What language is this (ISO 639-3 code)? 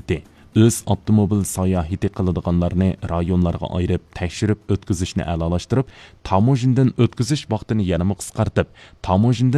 uig